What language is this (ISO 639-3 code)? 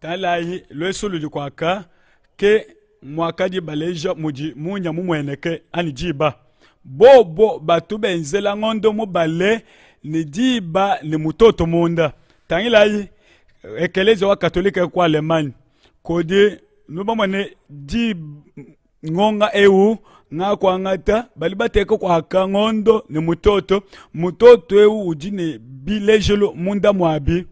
lua